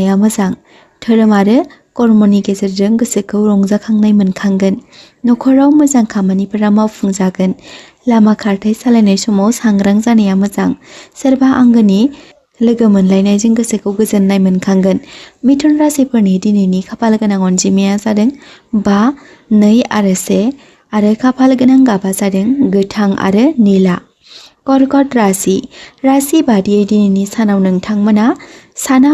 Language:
Bodo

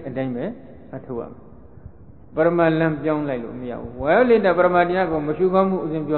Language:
Burmese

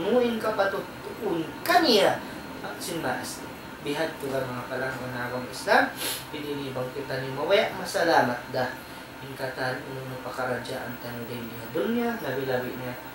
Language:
Tausug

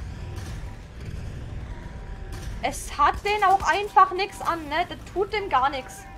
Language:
German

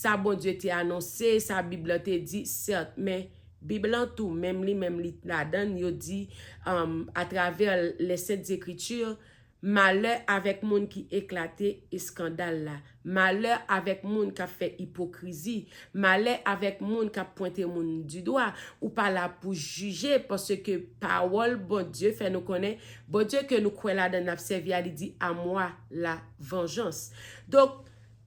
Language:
Haitian Creole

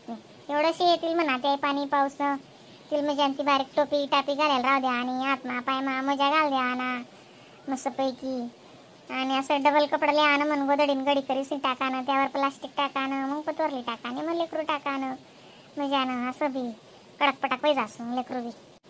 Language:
Khandesi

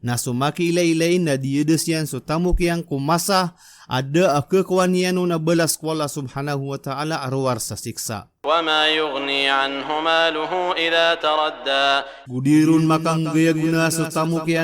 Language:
Maranao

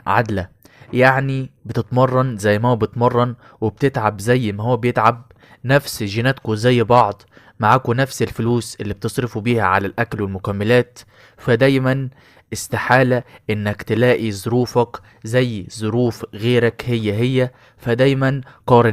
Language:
Egyptian Arabic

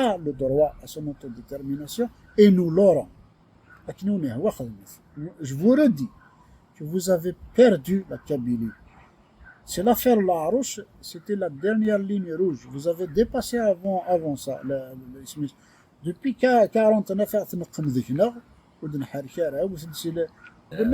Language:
Kabyle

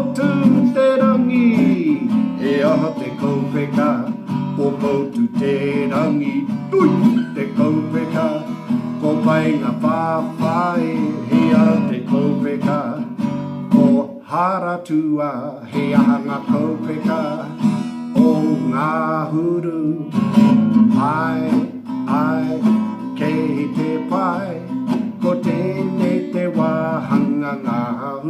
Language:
Māori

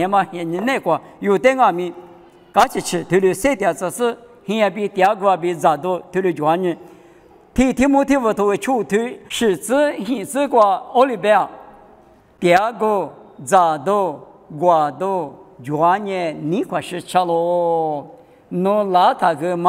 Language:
Lisu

